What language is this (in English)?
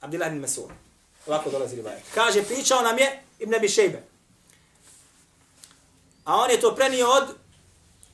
Bosnian